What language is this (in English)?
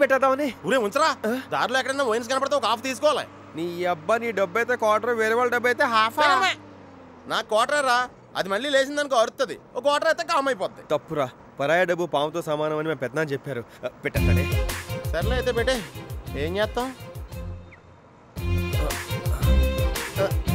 Telugu